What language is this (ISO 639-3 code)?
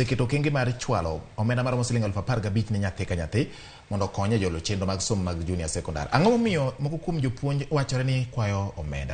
luo